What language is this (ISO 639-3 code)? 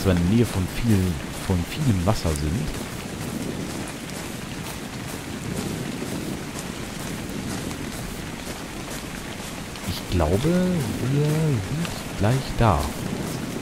deu